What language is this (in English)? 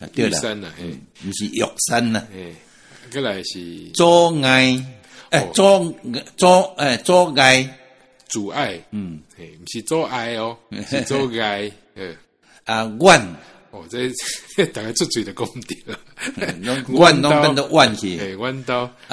Min Nan Chinese